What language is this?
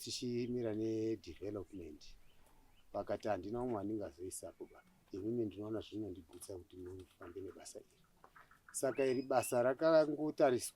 Shona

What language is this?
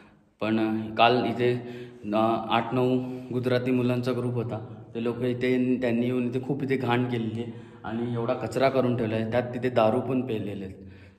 Marathi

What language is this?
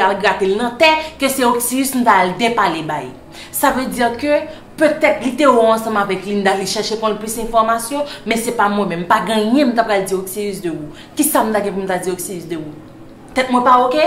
Haitian Creole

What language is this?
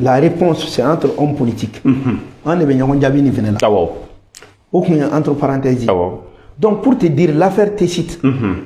Bambara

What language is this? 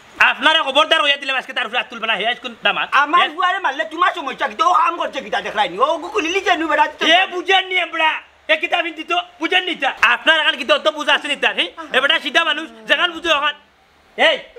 Sylheti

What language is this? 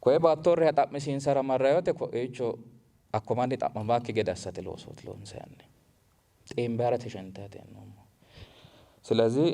Sidamo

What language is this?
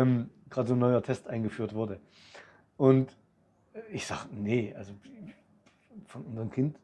German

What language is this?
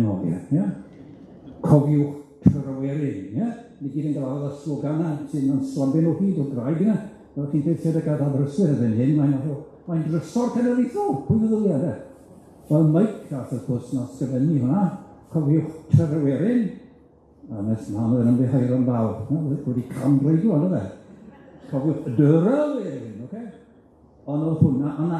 Welsh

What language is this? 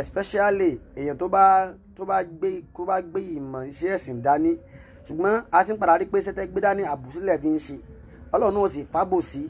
Yoruba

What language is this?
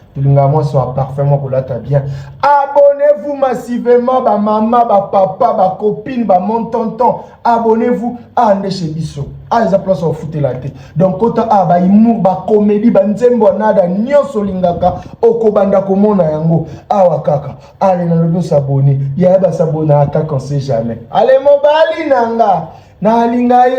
Lingala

